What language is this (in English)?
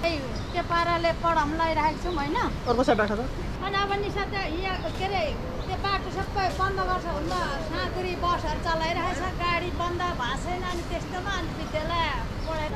Nepali